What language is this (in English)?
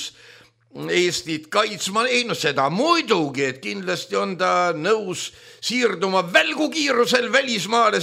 Estonian